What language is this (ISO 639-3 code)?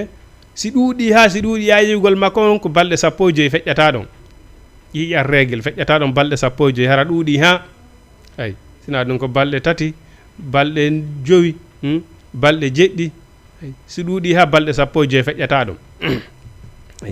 ful